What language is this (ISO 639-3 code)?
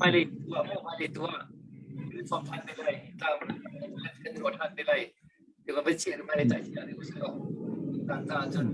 cnh